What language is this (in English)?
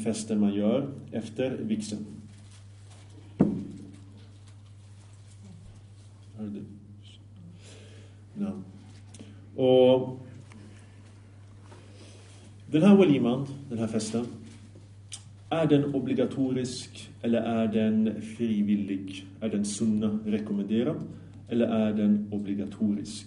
Swedish